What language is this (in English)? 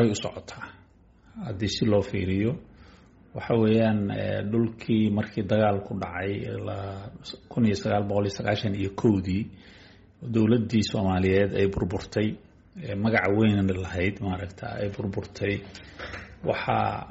Somali